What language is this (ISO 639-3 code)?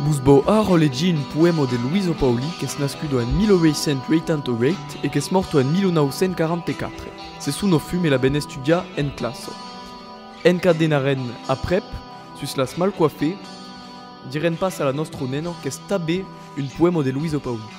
oci